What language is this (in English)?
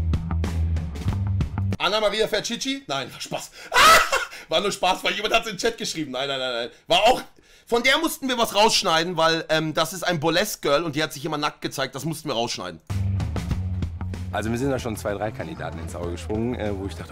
German